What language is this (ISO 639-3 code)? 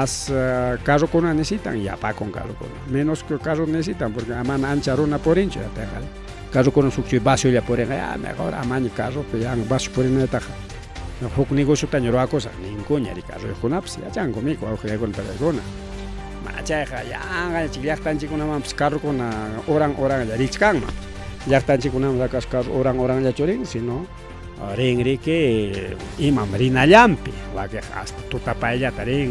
quy